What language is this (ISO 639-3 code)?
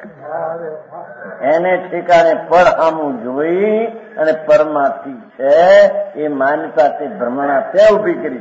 guj